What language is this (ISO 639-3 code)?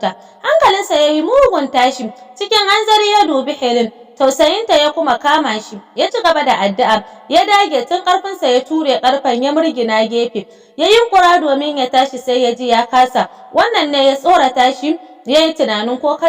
hau